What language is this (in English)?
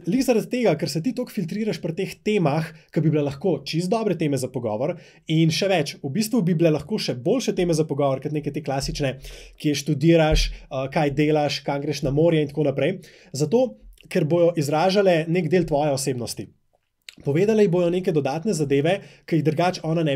Slovenian